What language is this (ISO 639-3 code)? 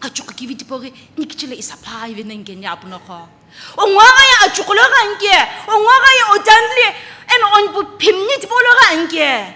nsm